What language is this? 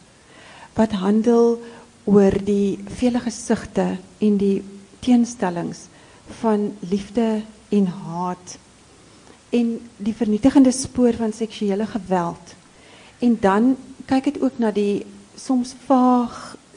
Afrikaans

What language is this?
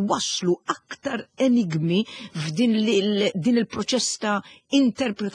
Maltese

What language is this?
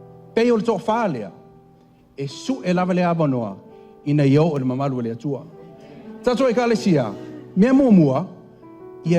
Samoan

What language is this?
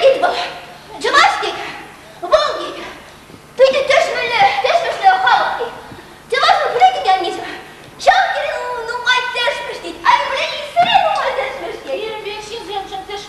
Chuvash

